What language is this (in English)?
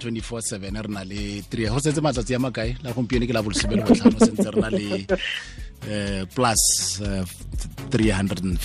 Tswana